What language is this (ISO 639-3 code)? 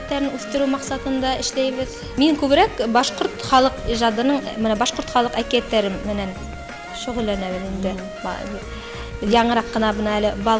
bak